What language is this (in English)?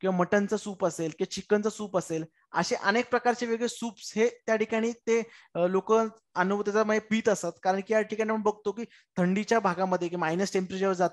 Marathi